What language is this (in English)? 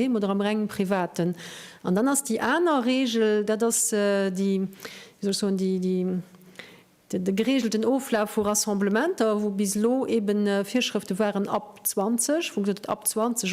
Luxembourgish